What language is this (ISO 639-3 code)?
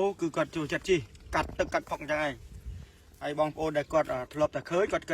khm